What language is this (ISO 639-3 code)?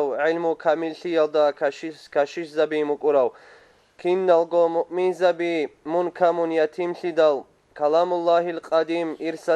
ava